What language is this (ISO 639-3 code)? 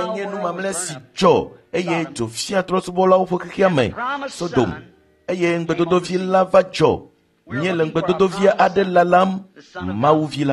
ewe